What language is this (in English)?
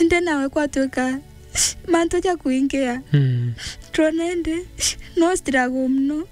Meru